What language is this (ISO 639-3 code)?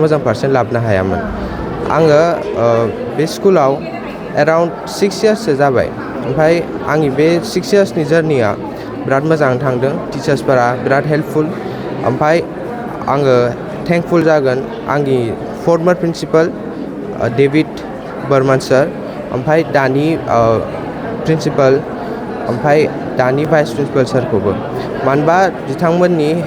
brx